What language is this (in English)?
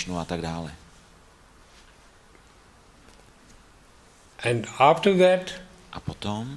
Czech